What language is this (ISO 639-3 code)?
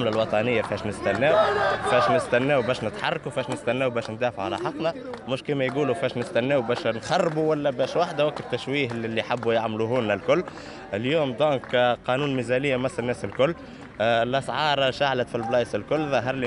aeb